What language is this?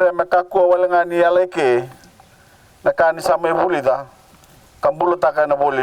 Fijian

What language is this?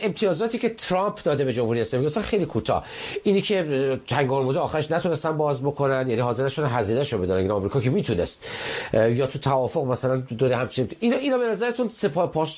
Persian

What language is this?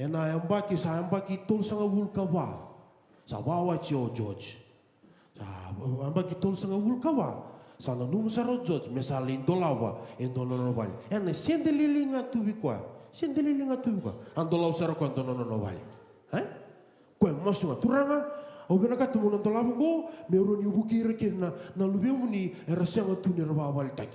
Fijian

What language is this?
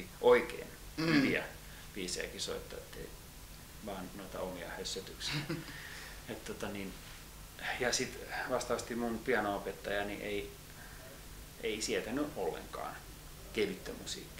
Finnish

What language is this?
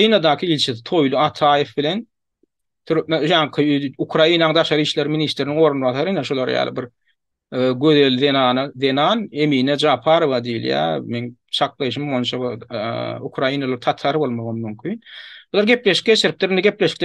Turkmen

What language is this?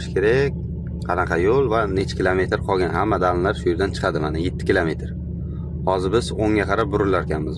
Uzbek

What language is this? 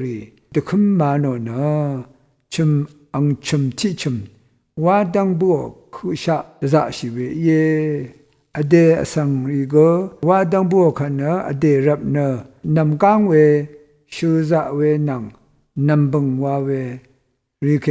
Rawang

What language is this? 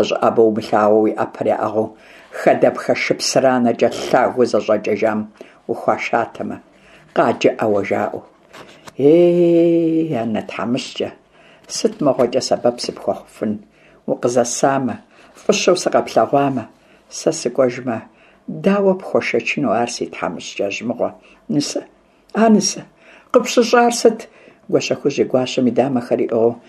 Kabardian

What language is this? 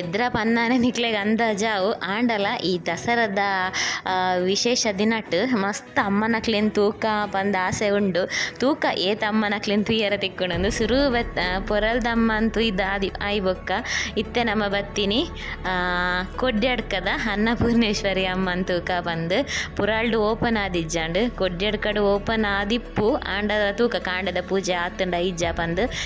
Tulu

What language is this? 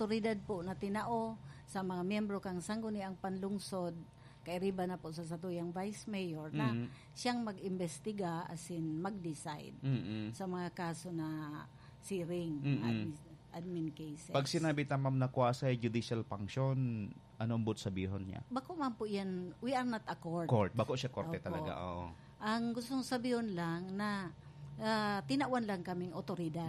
Bikol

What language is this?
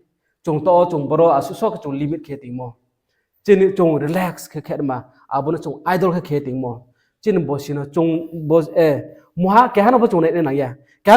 Riang (India)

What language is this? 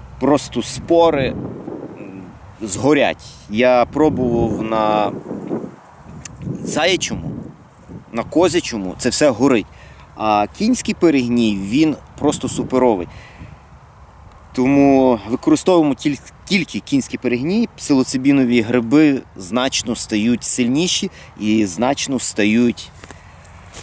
Ukrainian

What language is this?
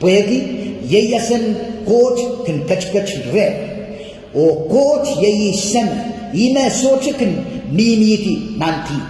Pohnpeian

